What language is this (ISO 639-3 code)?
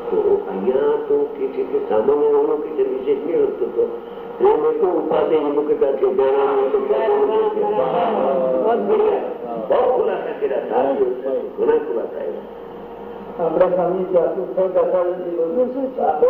guj